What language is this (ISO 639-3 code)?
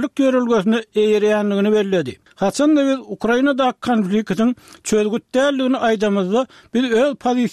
tuk